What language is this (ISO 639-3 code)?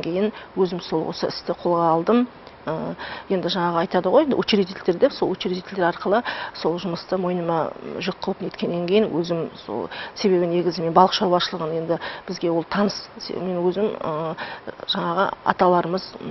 kaz